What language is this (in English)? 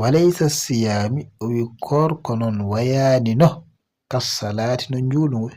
Fula